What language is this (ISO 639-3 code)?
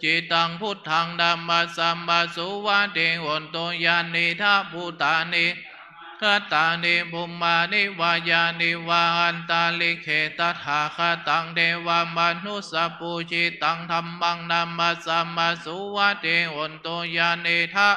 pli